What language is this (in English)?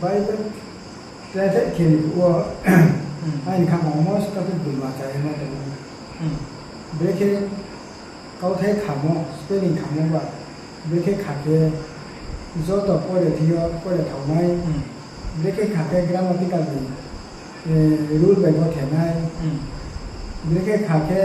Riang (India)